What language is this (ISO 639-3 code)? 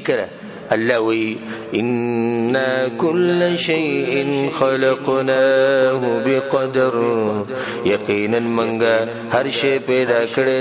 pus